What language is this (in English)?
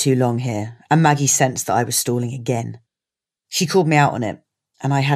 English